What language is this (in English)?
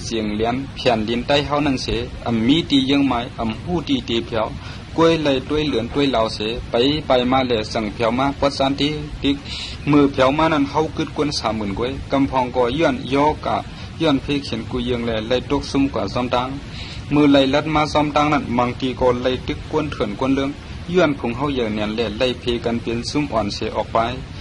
Shan